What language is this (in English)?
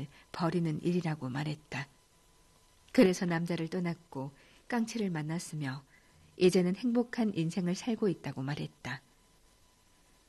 Korean